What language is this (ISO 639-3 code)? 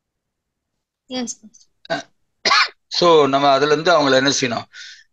tam